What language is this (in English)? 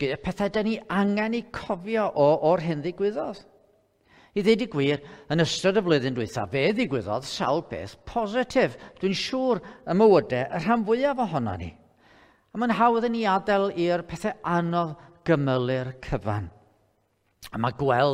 Welsh